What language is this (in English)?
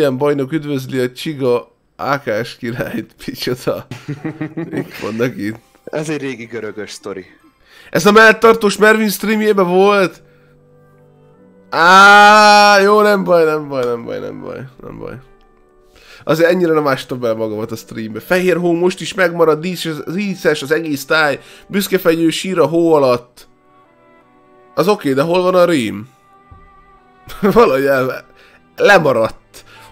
Hungarian